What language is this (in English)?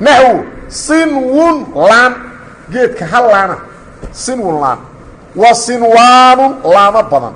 Somali